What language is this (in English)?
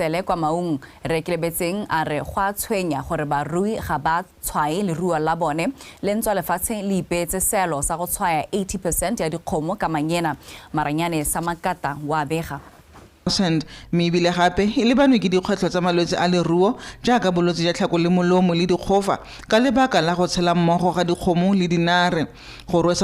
Tswana